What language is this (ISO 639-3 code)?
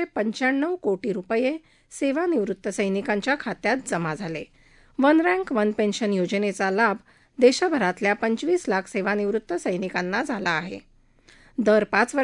mar